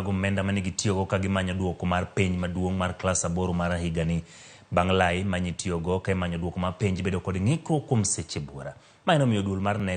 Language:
Luo (Kenya and Tanzania)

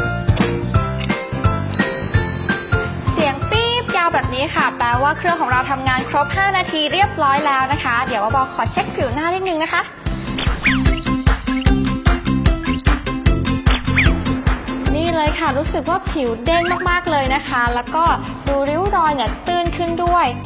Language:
Thai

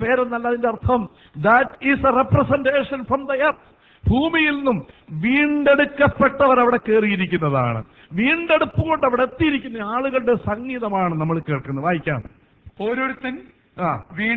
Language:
Malayalam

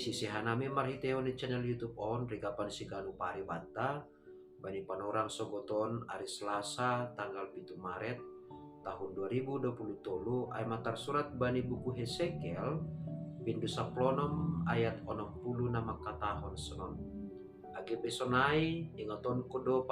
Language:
Batak Simalungun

